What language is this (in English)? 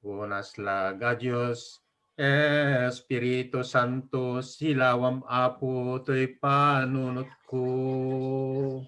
Iloko